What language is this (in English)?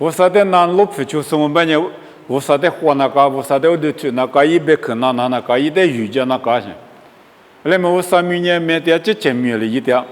Lisu